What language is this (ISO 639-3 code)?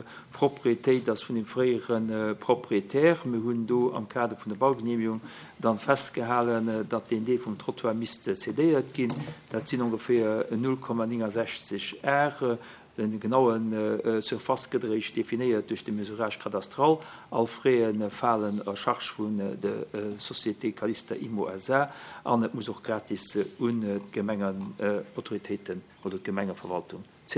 ltz